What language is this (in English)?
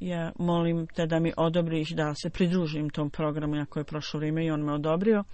Bosnian